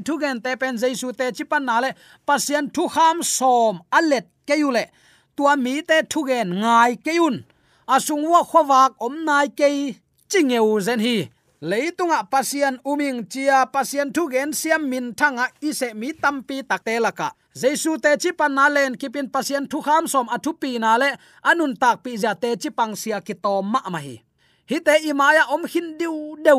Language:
Tedim Chin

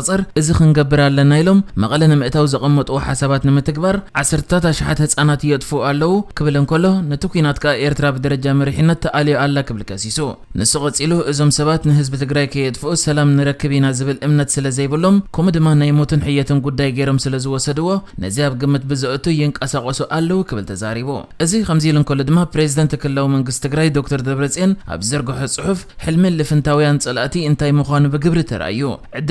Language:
Tigrinya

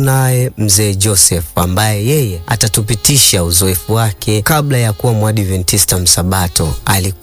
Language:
Swahili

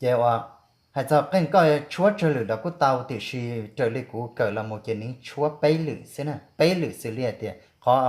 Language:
Hmong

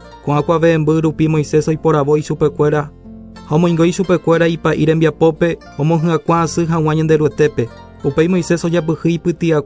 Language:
Guarani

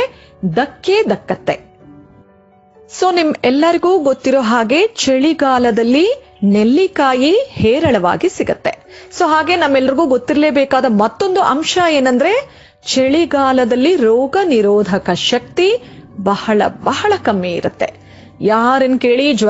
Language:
Kannada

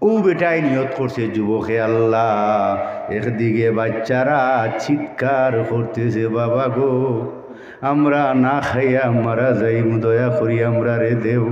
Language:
Sylheti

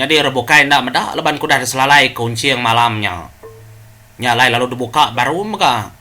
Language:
Iban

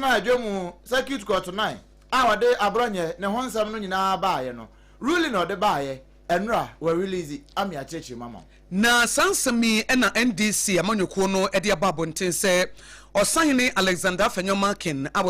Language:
Akan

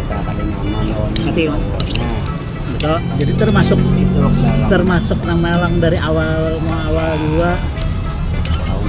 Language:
Banjar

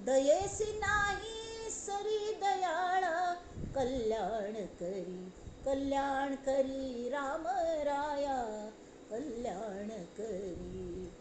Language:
Konkani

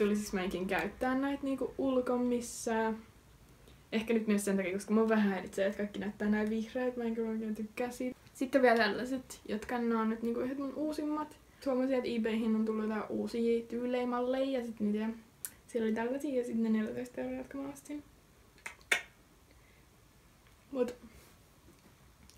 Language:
Finnish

